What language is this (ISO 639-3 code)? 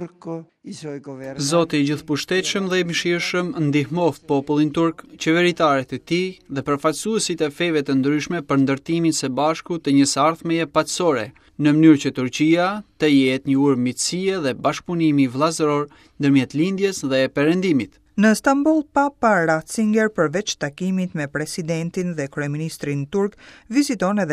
sqi